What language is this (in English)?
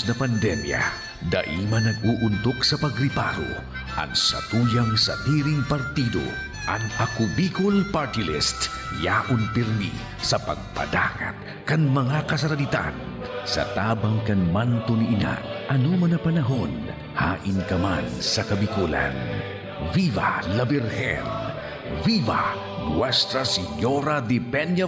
Bikol